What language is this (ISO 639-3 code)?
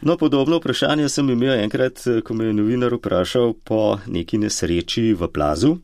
slv